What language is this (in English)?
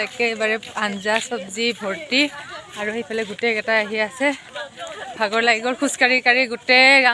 Assamese